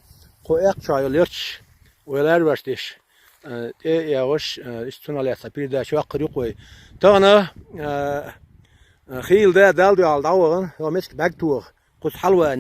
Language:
Chechen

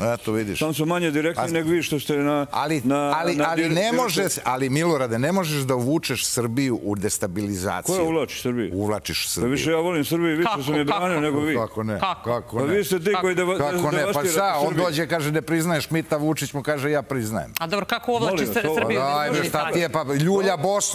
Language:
Serbian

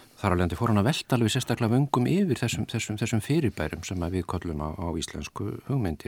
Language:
Icelandic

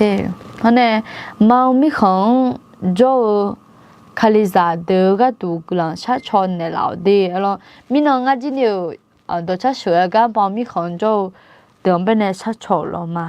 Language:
Akha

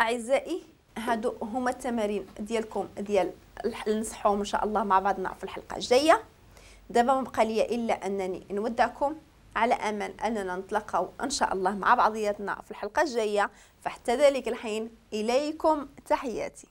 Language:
Moroccan Arabic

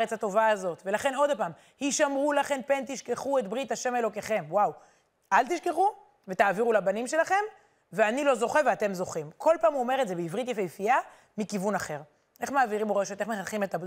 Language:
Hebrew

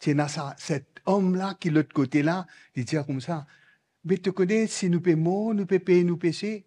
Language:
Morisyen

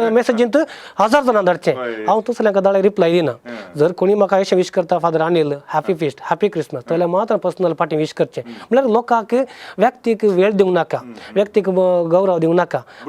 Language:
Konkani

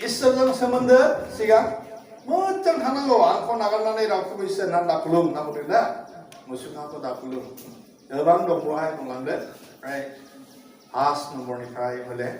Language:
Bodo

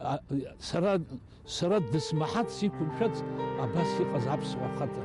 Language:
Abkhazian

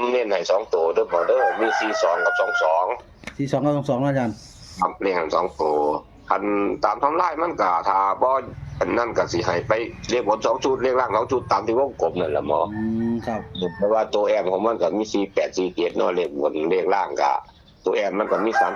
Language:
Northeastern Thai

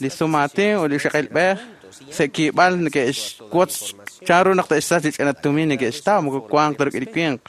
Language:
Kekchí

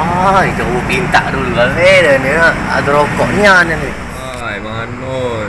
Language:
Musi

